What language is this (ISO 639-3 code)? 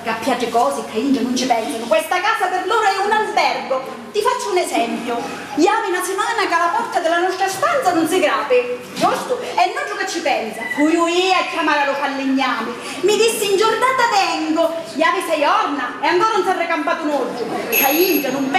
scn